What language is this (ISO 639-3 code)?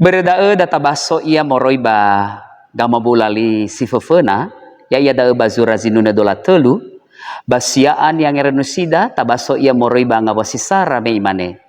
nia